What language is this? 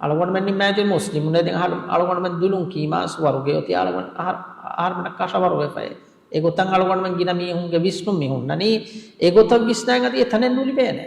Divehi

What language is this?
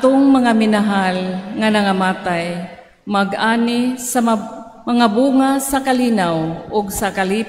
Cebuano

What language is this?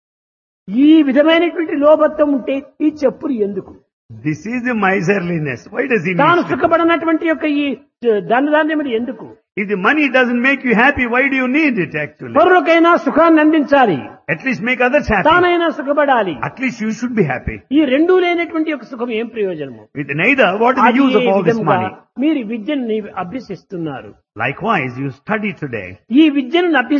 Telugu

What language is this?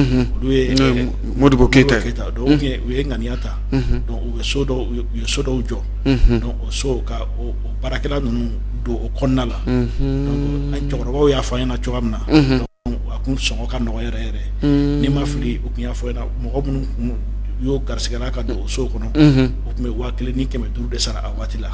Bambara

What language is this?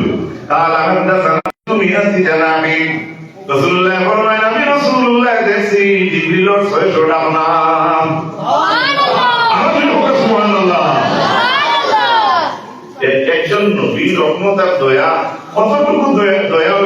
Sylheti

